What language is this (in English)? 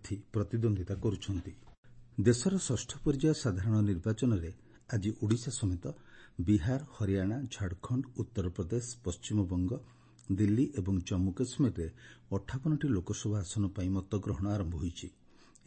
Odia